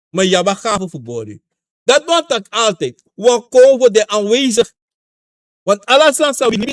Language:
Sranan Tongo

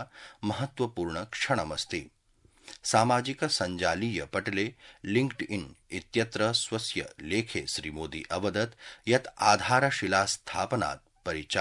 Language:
Sanskrit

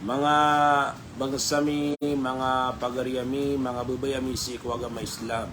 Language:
Maranao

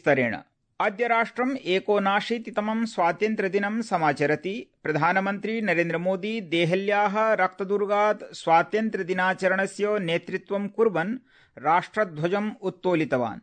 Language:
Sanskrit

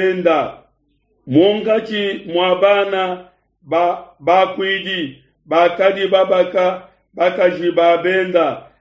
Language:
Luba-Lulua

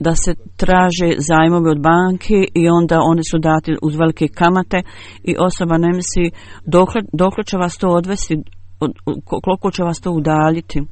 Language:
Bosnian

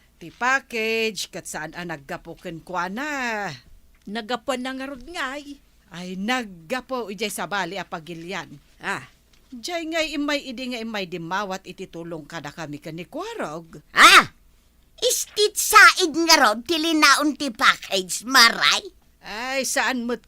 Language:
Iloko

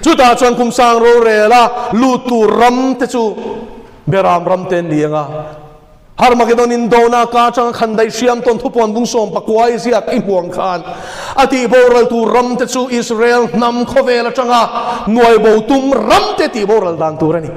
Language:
Mizo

